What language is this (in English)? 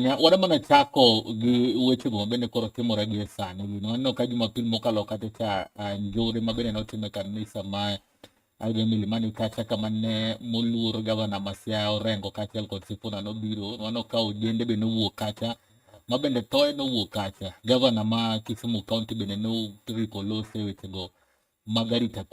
Luo (Kenya and Tanzania)